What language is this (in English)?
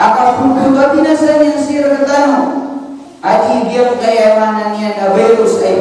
Maranao